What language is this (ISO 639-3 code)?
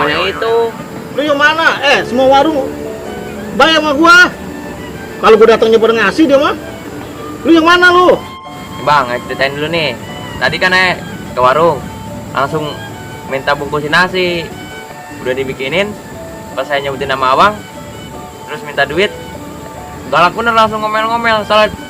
bew